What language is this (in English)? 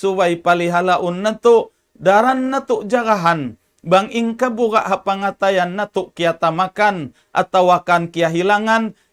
Tausug